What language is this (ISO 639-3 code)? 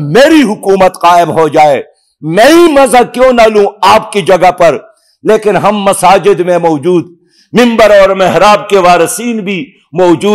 urd